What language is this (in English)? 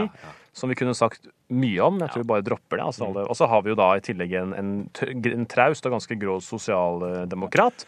Norwegian